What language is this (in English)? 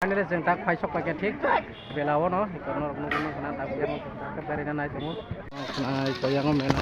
Kok Borok